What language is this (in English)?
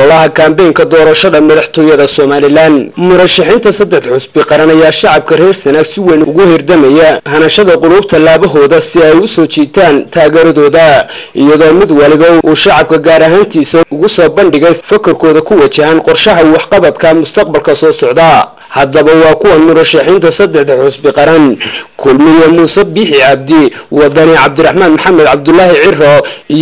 Somali